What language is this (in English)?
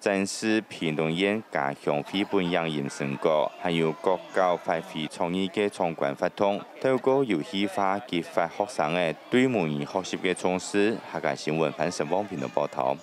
Hakka Chinese